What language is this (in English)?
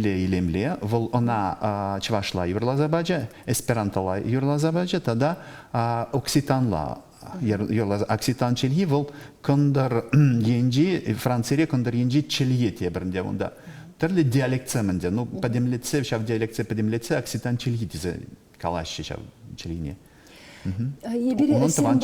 Chuvash